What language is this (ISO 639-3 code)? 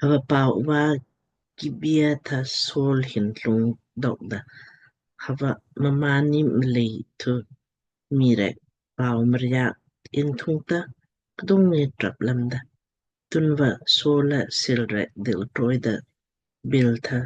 lmk